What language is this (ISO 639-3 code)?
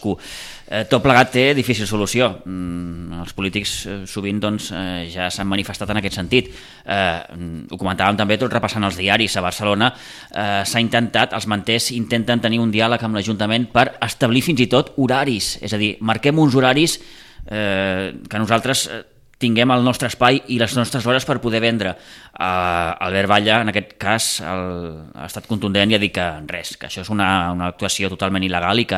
cat